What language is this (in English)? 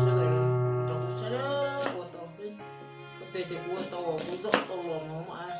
Hmong